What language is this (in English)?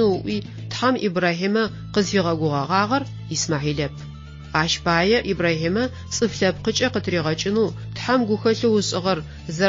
Adyghe